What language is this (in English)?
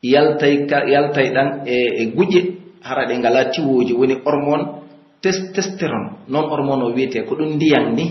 Pular